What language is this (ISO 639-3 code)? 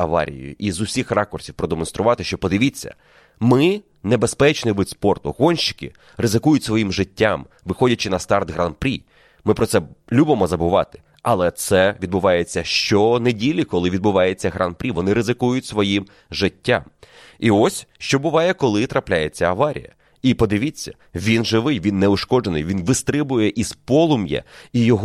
ukr